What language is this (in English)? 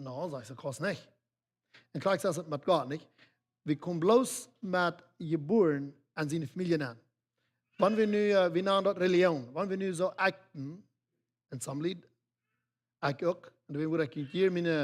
Plautdietsch